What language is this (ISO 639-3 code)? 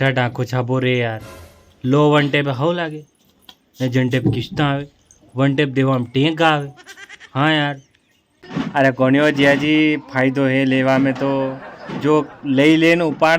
raj